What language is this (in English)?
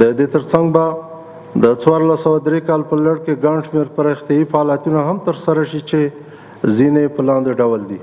Pashto